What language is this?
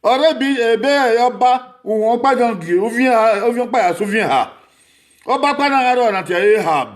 Bini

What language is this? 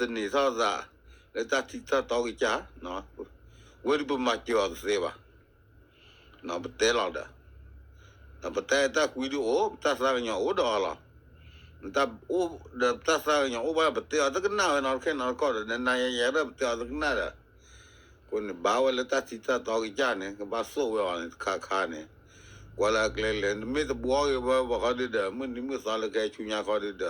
S'gaw Karen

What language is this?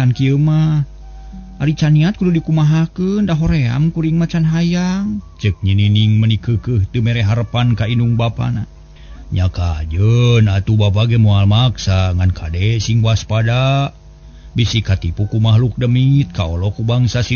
Sundanese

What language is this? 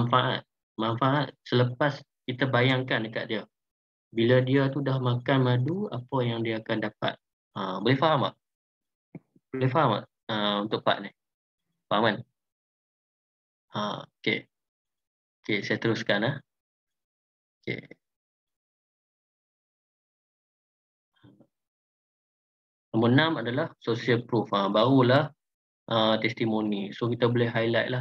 Malay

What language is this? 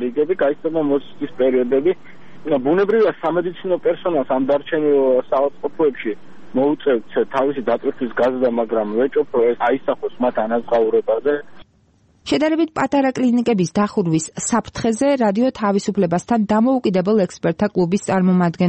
Georgian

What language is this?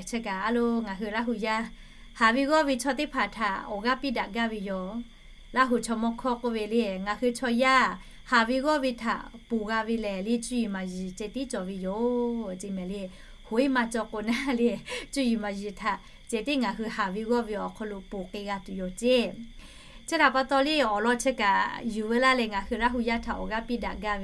Lahu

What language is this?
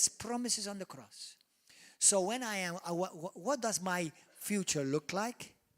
English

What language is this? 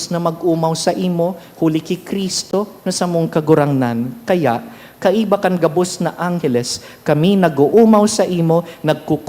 Bikol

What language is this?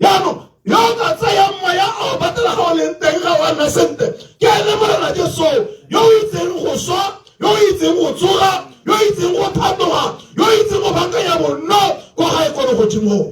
Tswana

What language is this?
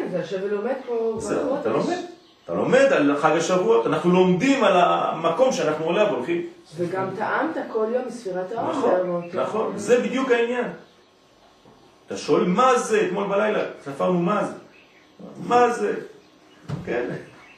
Hebrew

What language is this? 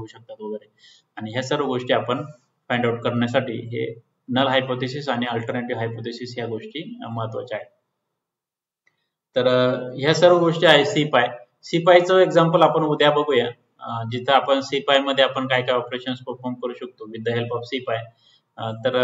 Marathi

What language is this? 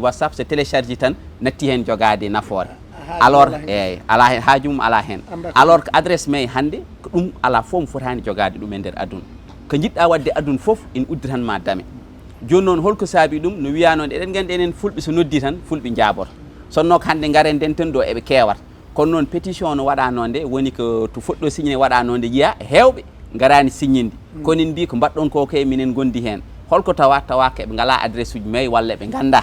Fula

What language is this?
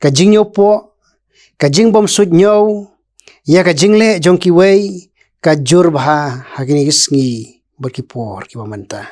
Khasi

